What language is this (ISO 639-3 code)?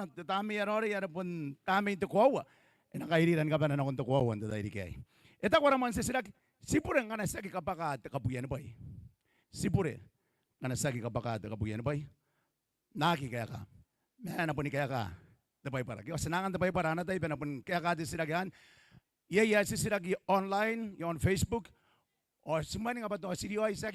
gil